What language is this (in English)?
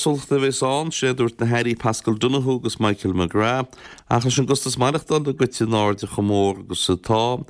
Irish